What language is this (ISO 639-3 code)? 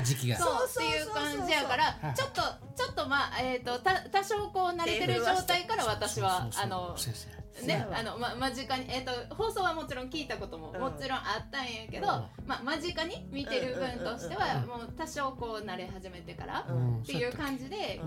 jpn